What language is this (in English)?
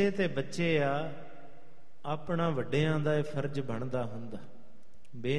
Punjabi